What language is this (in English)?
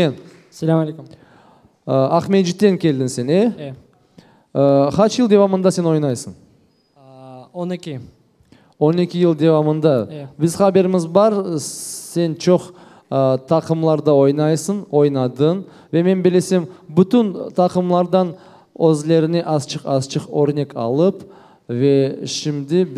Crimean Tatar